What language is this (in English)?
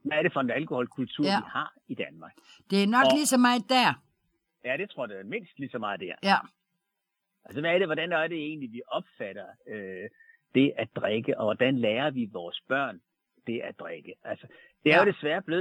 Danish